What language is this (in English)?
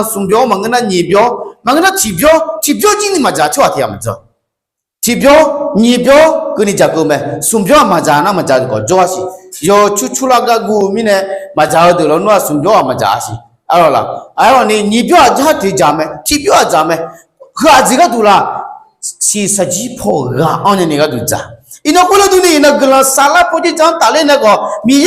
Akha